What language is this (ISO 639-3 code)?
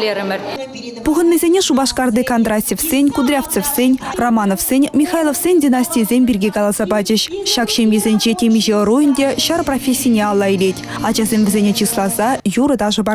chv